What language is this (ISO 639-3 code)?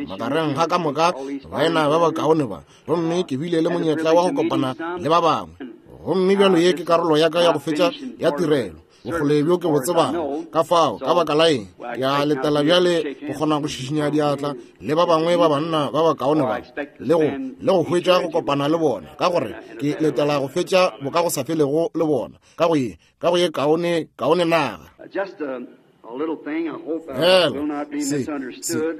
nso